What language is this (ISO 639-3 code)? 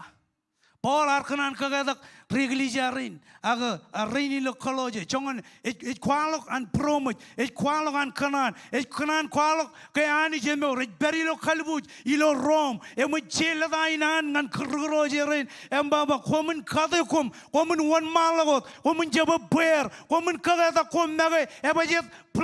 mah